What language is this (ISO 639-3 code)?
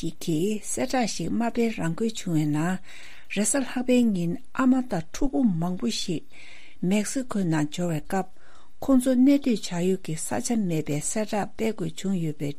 bod